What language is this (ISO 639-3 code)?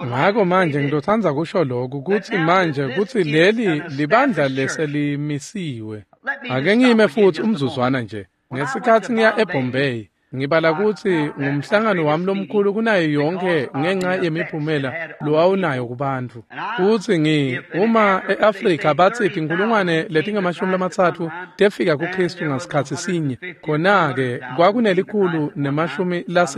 ssw